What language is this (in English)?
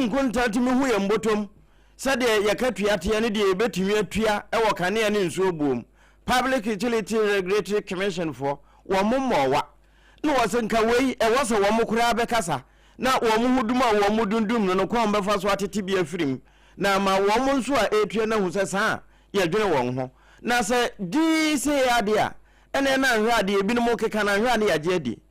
Akan